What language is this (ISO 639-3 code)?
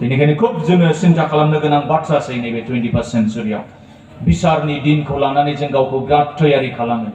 brx